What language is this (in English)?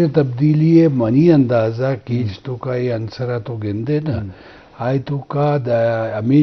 Eastern Balochi